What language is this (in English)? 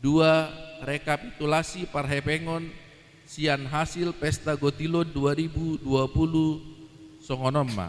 Batak Toba